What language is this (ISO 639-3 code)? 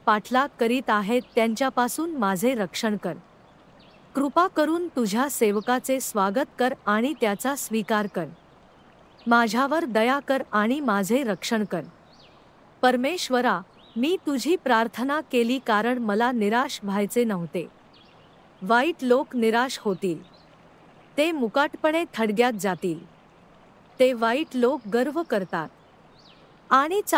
mar